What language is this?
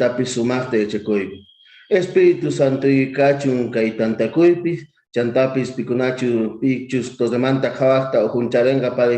South Bolivian Quechua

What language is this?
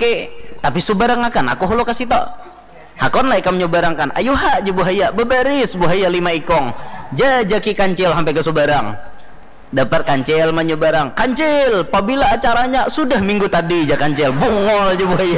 Banjar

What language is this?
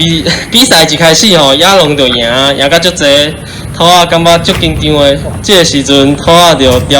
Min Nan Chinese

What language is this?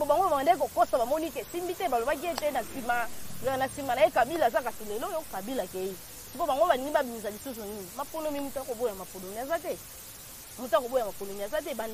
Lingala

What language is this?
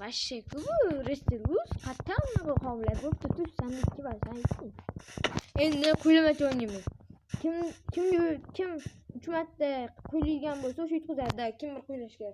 Uzbek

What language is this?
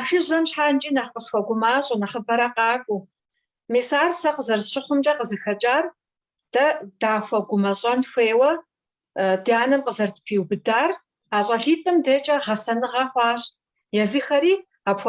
Kabardian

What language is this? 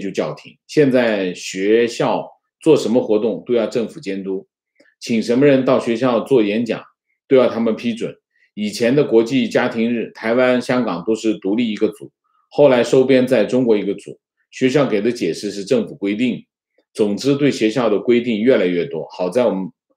Chinese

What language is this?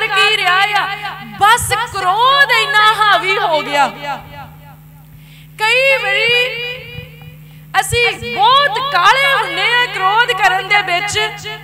Punjabi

